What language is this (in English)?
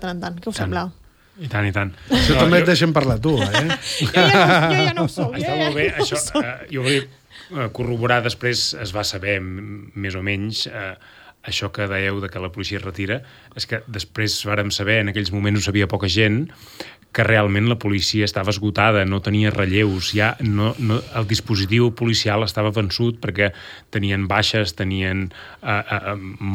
Catalan